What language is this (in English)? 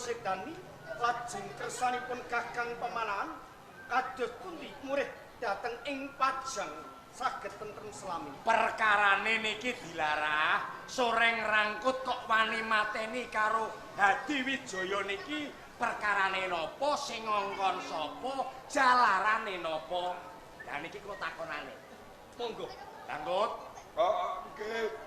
Javanese